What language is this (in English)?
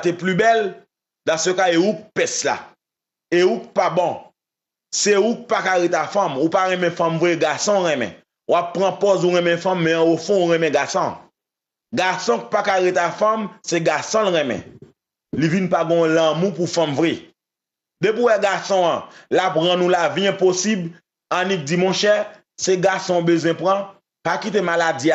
Haitian Creole